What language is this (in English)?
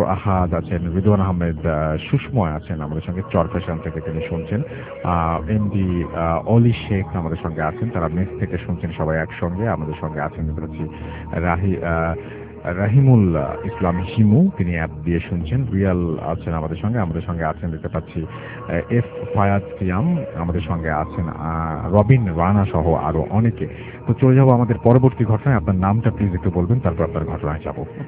Bangla